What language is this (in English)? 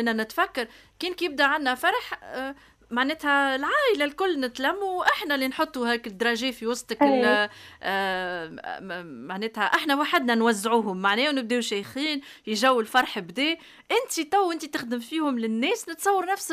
Tunisian Arabic